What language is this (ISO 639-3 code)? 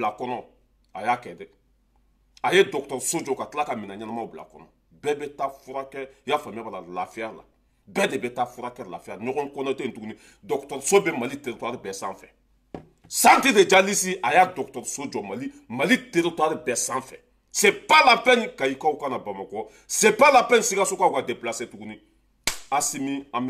bam